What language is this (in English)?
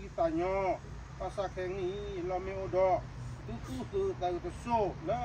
S'gaw Karen